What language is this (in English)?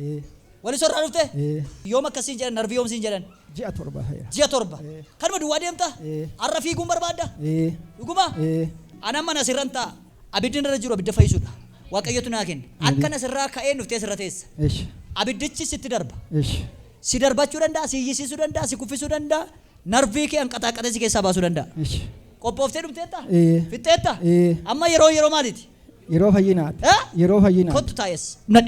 Oromo